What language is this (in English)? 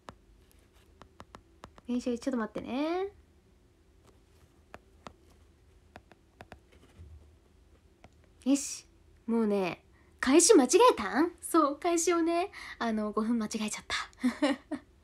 Japanese